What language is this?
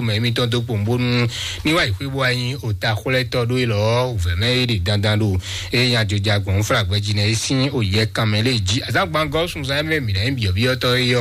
Fon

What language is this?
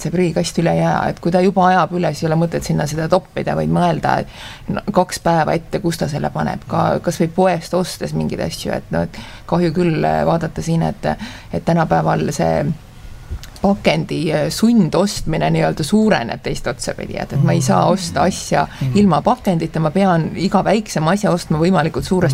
Estonian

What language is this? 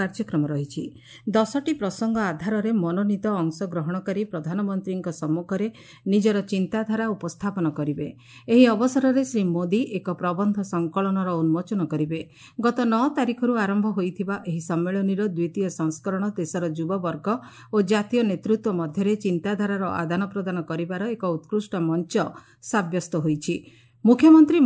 Odia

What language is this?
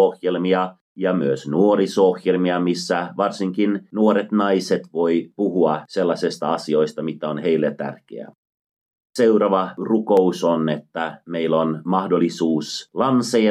Finnish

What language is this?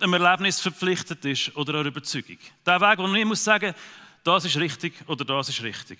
Swiss German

